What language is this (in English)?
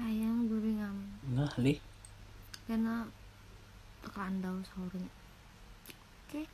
Banjar